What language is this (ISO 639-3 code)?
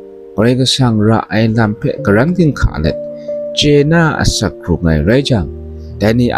kac